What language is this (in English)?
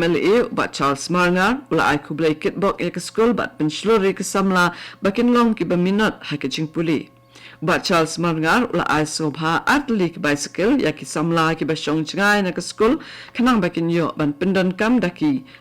Khasi